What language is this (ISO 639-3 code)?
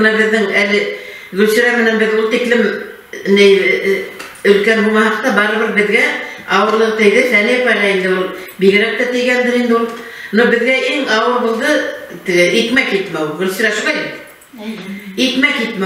bak